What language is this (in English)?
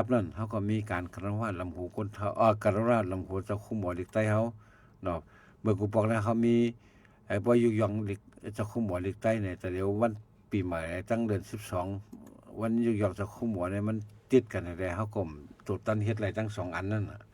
Shan